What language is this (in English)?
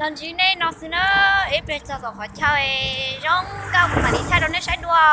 Hmong